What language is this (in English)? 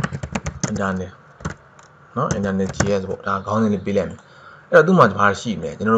Burmese